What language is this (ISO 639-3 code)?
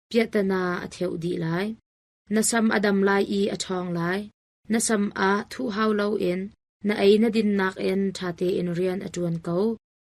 cnh